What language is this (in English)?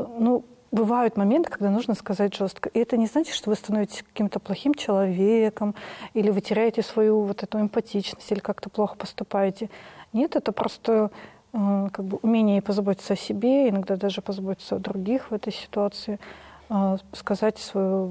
Russian